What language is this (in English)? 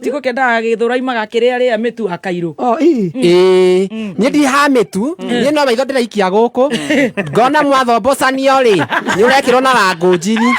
Kikuyu